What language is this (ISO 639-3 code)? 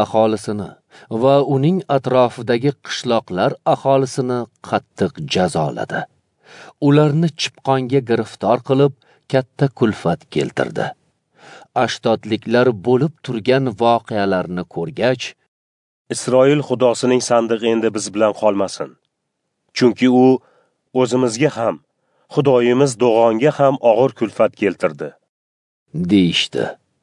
uzb